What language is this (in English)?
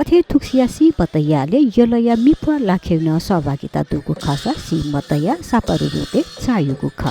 Newari